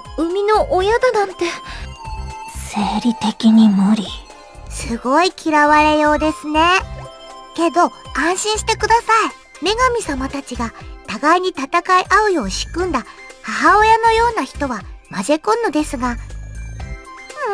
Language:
Japanese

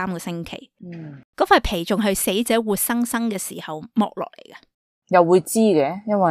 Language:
Cantonese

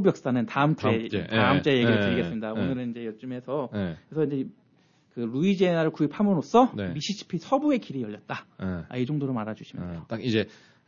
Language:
Korean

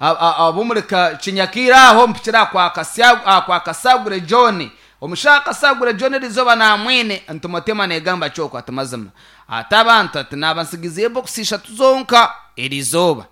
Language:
Nyankole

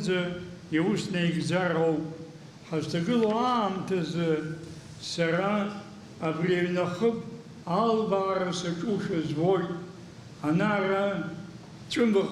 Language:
Abkhazian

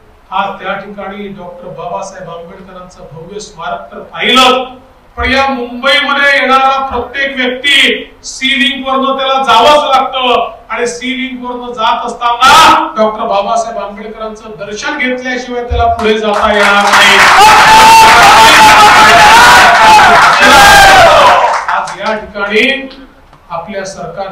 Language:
Marathi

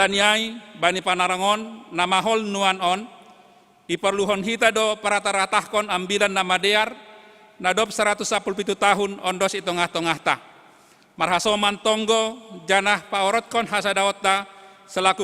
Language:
Batak Simalungun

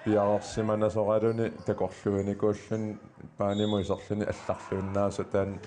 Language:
Kalaallisut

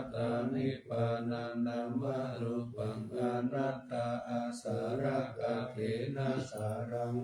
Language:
Pali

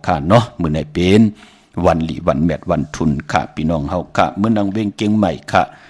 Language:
Shan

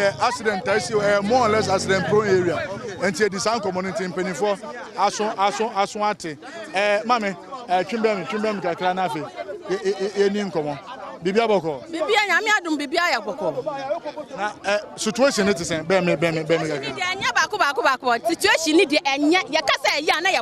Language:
Akan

